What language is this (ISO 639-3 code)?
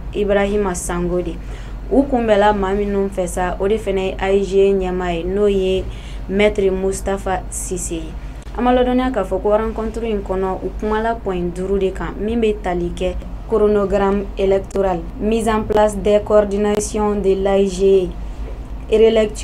bam